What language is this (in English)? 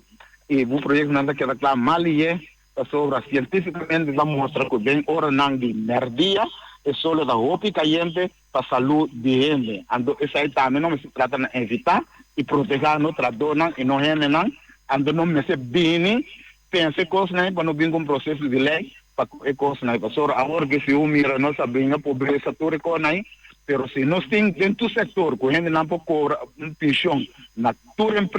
Papiamento